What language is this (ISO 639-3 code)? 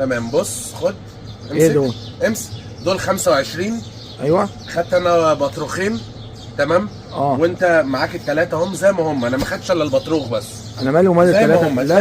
arz